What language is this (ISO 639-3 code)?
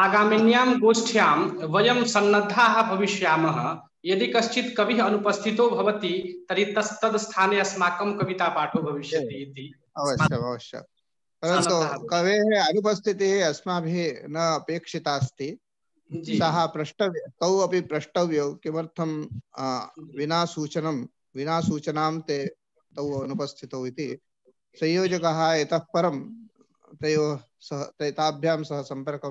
san